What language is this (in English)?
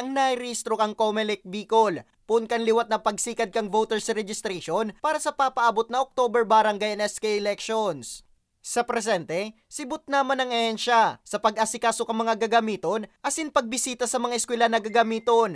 Bikol